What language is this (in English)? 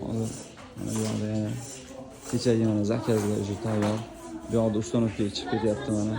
Uzbek